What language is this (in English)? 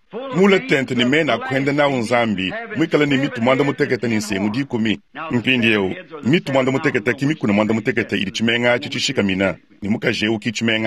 Luba-Lulua